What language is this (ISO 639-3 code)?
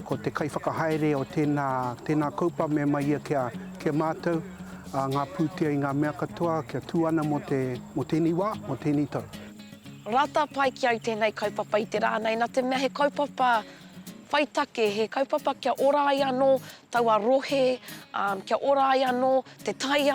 mri